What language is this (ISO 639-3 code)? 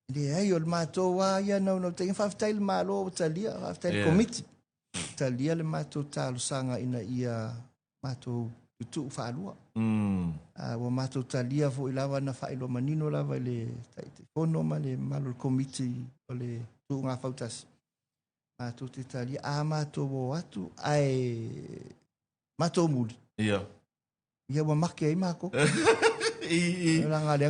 smo